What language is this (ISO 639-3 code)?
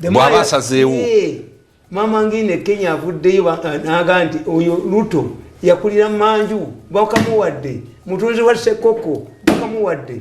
lug